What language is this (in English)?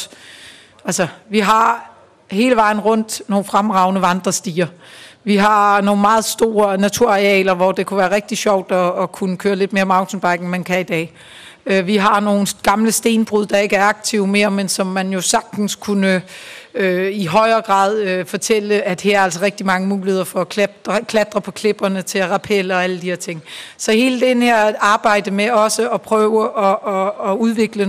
Danish